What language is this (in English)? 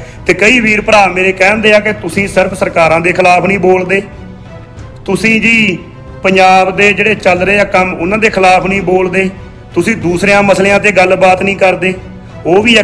Punjabi